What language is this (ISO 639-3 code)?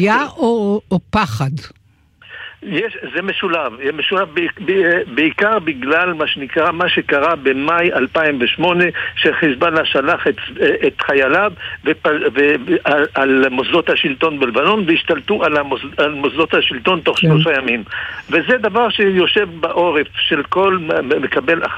heb